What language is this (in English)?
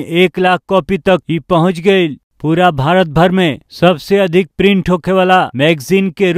Bhojpuri